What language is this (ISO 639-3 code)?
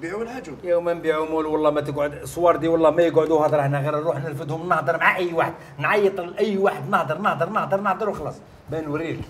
arq